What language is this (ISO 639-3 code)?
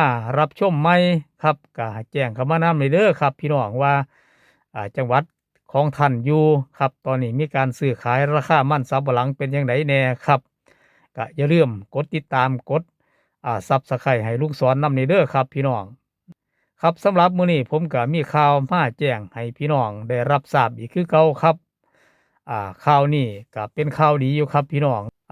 tts